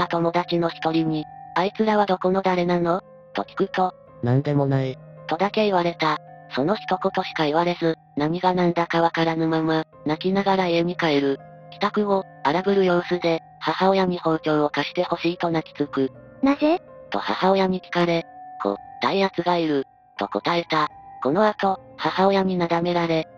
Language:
Japanese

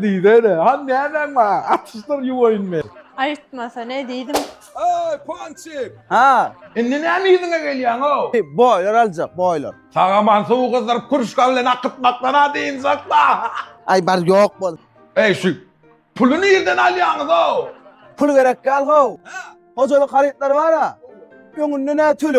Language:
Turkmen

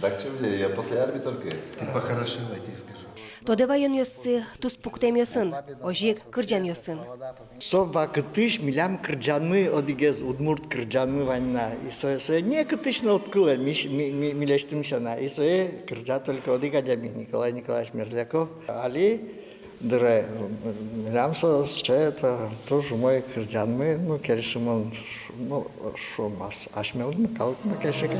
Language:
Udmurt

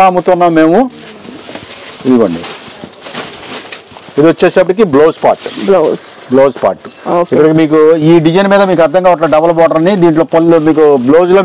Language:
Telugu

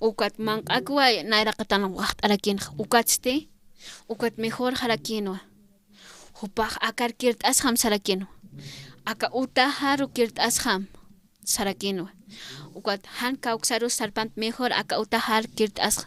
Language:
Aymara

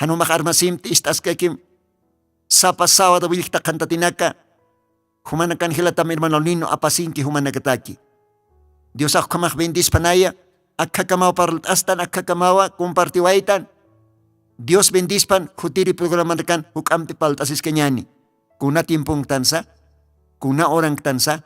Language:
Aymara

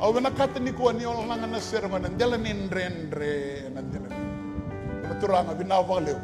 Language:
Fijian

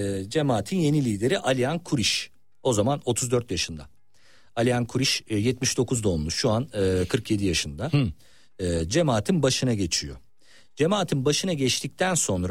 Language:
Turkish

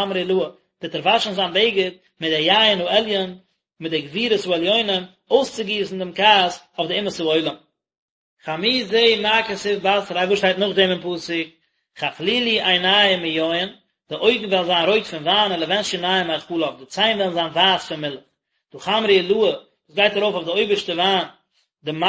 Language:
Yiddish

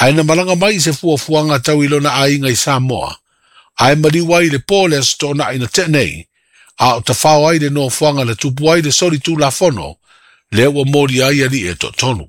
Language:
Samoan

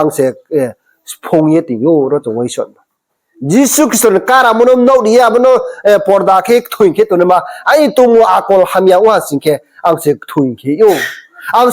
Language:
Riang (India)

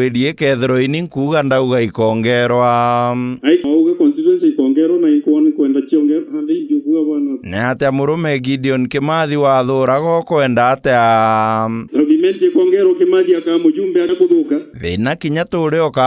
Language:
Meru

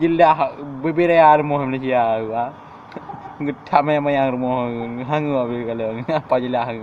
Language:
Achinese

